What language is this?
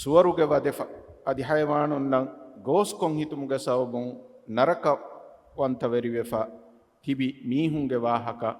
Divehi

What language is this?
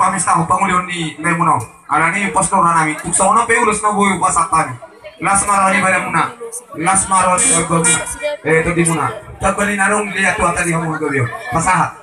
Batak Toba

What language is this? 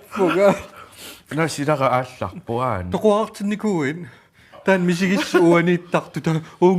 Kalaallisut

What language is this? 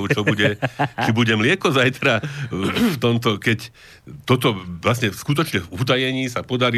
Slovak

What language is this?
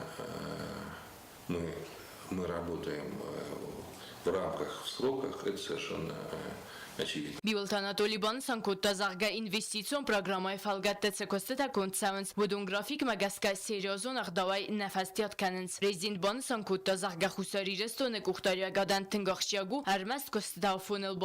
Ossetic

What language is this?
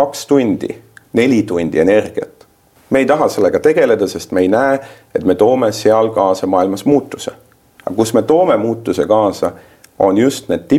Estonian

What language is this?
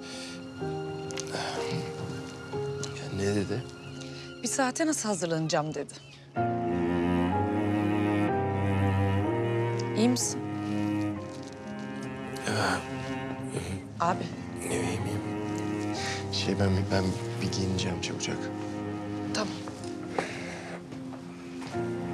Turkish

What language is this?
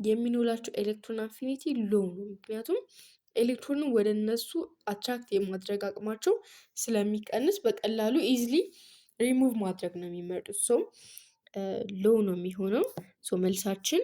Amharic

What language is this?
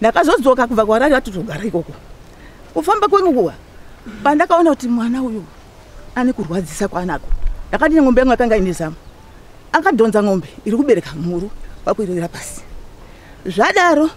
Shona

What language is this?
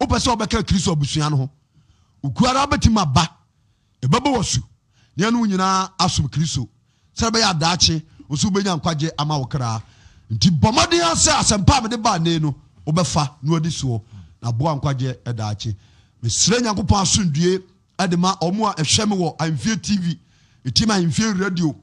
Akan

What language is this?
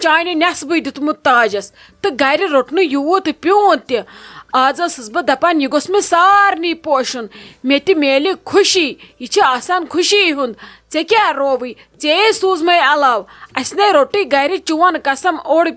Kashmiri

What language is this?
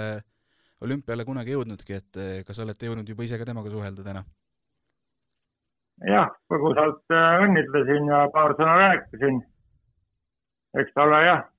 Estonian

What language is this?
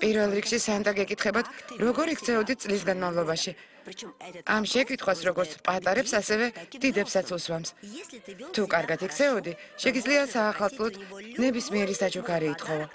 Georgian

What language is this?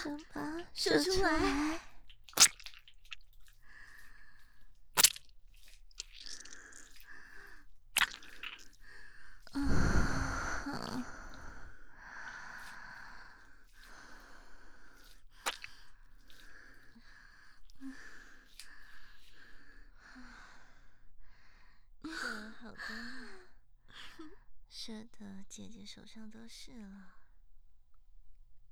Chinese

